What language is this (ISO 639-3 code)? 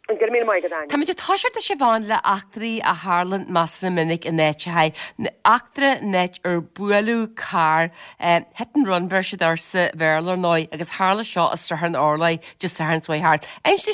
gle